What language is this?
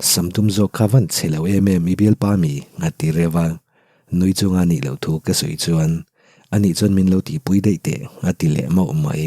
Mizo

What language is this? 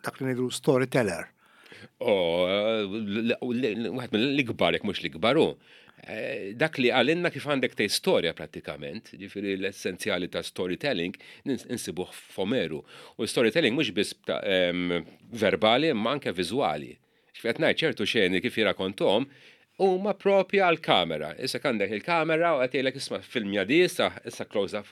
Maltese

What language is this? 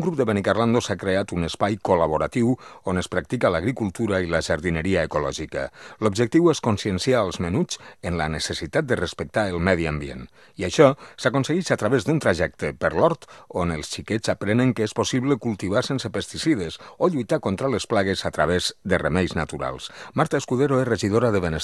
Catalan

